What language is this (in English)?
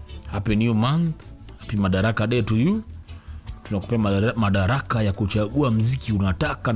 Swahili